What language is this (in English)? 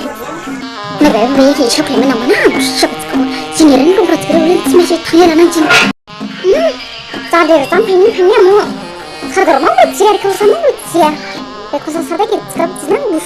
Dimasa